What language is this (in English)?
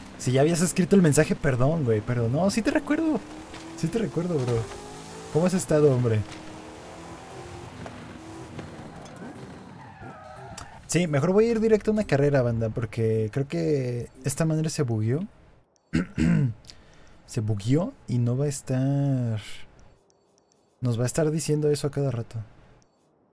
Spanish